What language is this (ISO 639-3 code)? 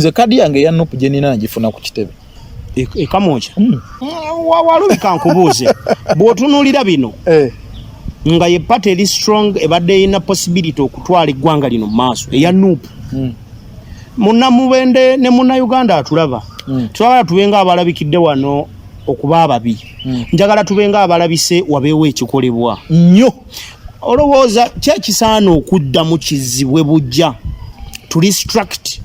lug